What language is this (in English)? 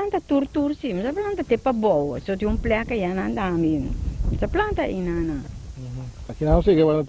Papiamento